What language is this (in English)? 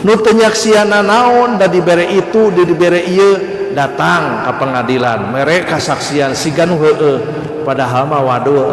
Sundanese